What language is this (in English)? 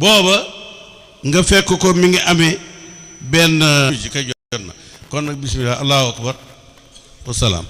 Wolof